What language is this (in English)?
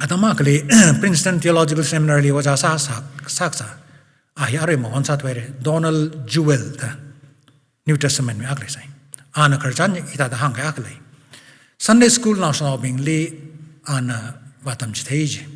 Tangkhul Naga (India)